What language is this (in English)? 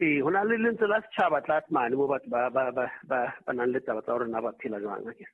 Southern Sotho